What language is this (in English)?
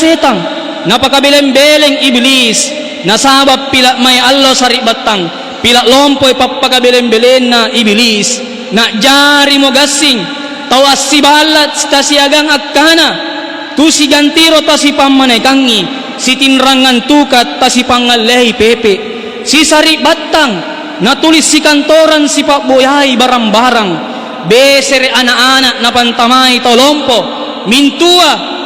Makasar